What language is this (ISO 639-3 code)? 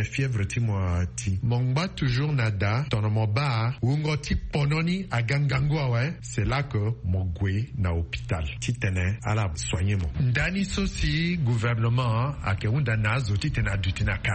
sag